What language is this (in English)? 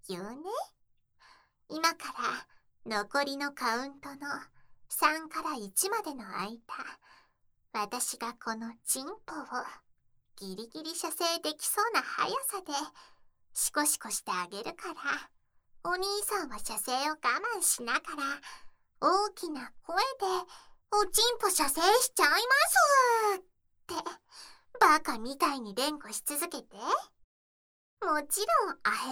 Japanese